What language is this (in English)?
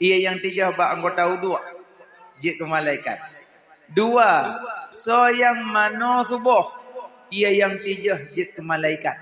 Achinese